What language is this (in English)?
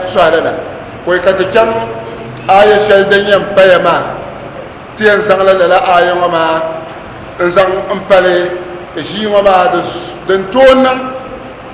Dagbani